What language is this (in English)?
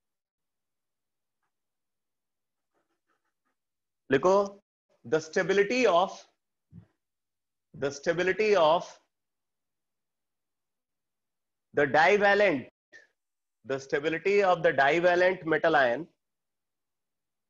Hindi